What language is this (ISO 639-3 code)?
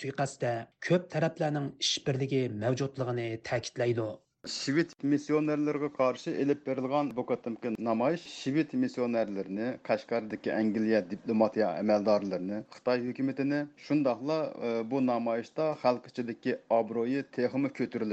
uig